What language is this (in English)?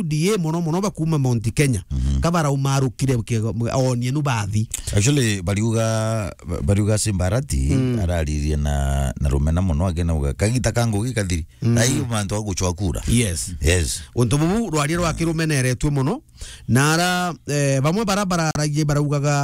Meru